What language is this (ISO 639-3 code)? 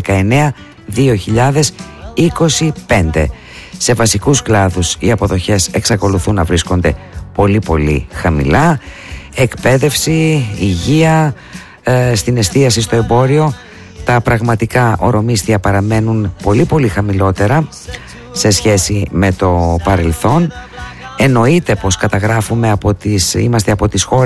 ell